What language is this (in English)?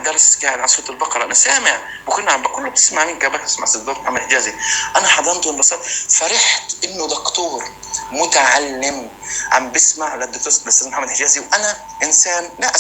North Levantine Arabic